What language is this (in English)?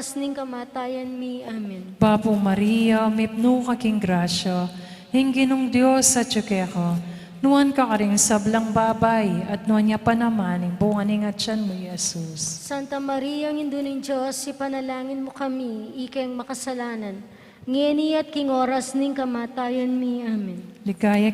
Pampanga